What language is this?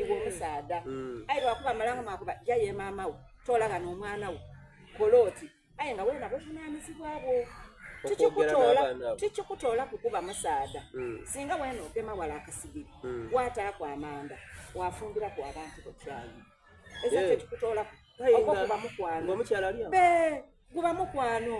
Soga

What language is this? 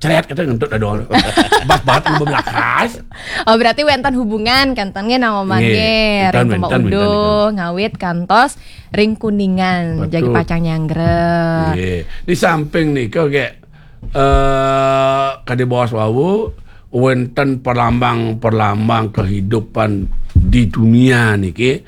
Balinese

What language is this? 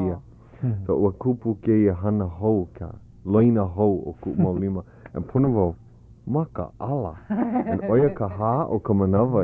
Hawaiian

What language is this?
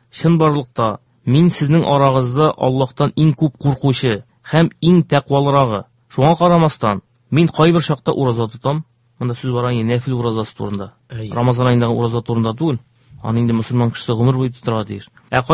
Tatar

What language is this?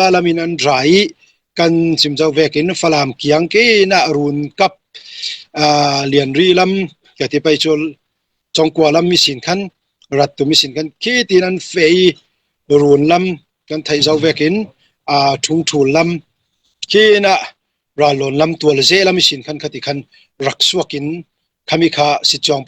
Falam Chin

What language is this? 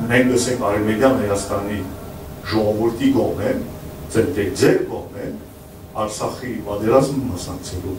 Western Armenian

